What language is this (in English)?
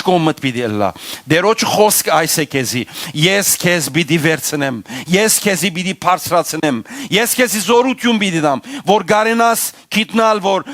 Western Armenian